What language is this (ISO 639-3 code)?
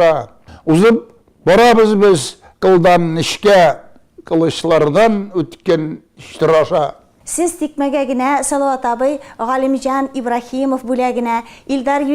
tat